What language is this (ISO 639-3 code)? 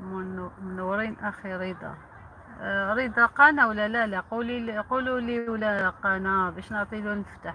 arq